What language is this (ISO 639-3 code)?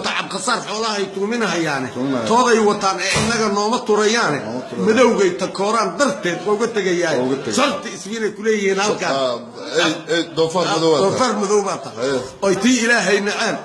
som